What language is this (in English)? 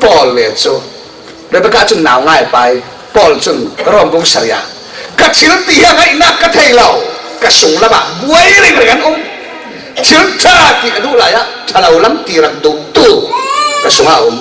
Falam Chin